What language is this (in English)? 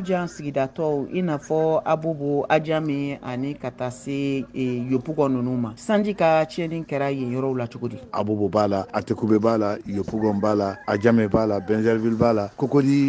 Bambara